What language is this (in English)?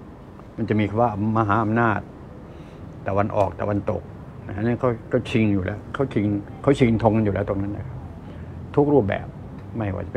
Thai